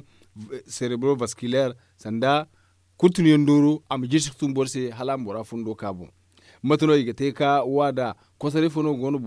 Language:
Zarma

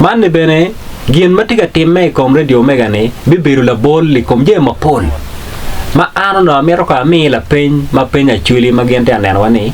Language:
Acoli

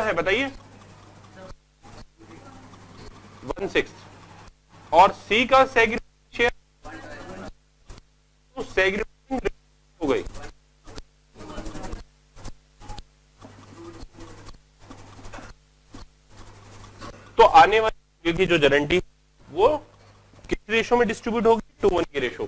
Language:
Hindi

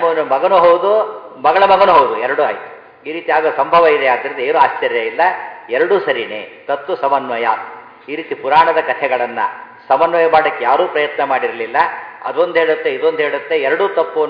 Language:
Kannada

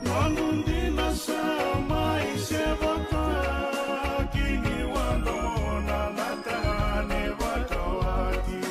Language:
Fijian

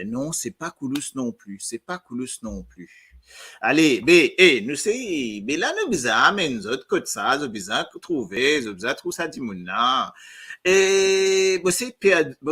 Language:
Morisyen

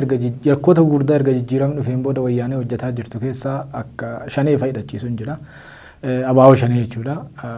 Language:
Oromo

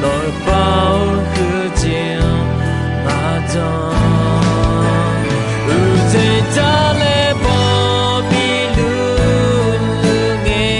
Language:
Akha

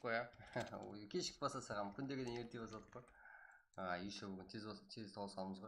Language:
Kara-Kalpak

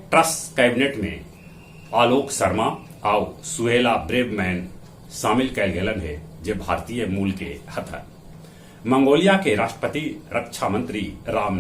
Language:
Magahi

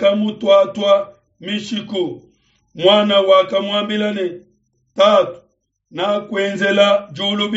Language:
Luba-Lulua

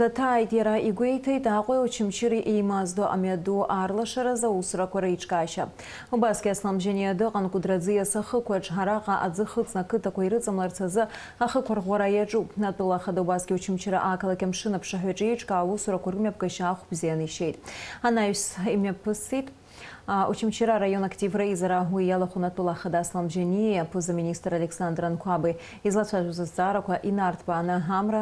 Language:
Abkhazian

